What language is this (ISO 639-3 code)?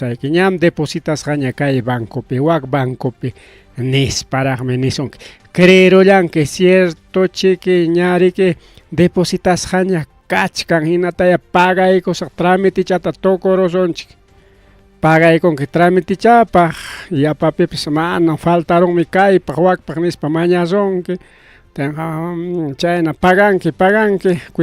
quy